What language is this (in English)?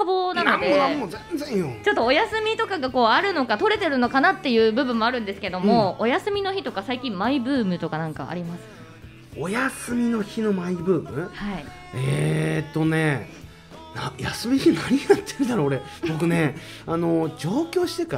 Japanese